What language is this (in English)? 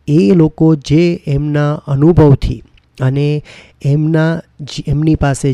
Gujarati